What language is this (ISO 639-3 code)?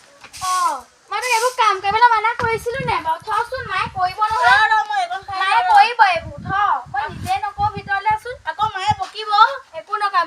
asm